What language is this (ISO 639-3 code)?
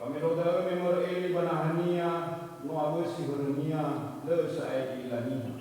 nia